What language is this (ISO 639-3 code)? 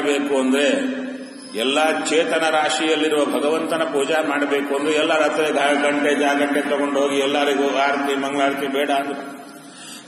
kan